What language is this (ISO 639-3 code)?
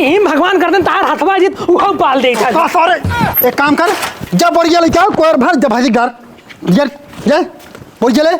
awa